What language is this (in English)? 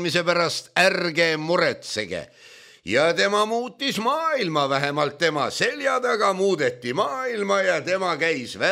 Estonian